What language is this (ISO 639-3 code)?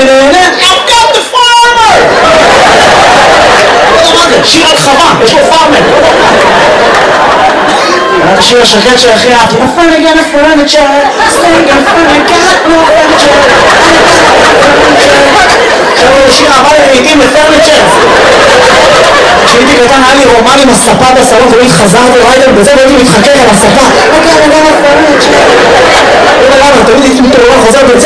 heb